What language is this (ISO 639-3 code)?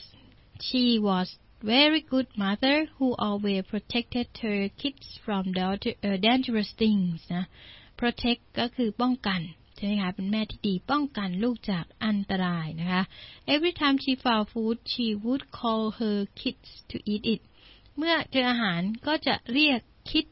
tha